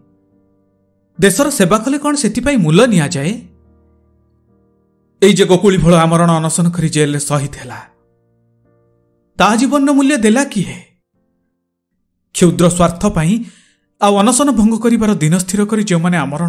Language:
Odia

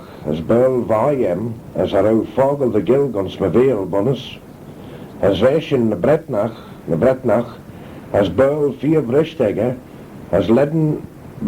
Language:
Manx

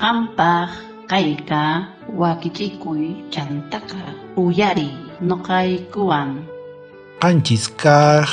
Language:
South Bolivian Quechua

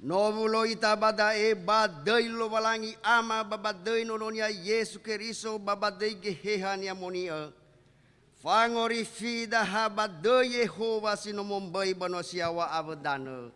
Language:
Nias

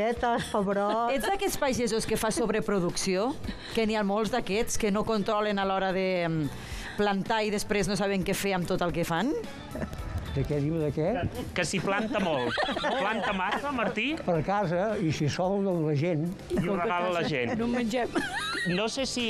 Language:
Catalan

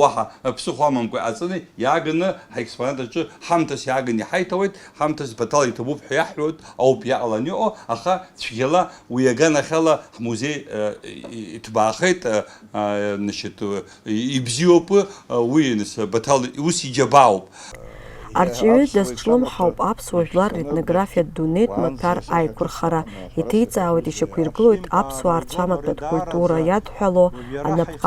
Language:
Abkhazian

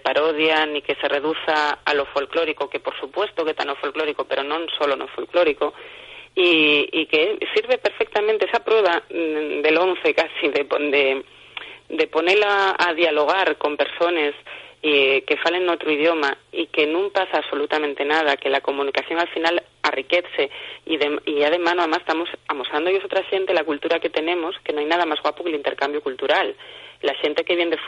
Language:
Asturian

